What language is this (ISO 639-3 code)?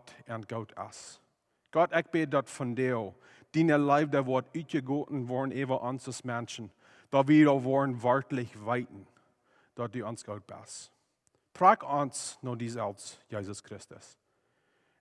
pdt